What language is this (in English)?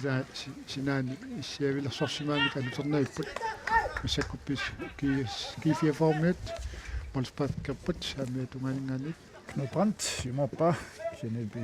Kalaallisut